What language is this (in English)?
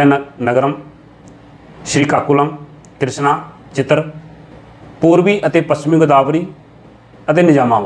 Punjabi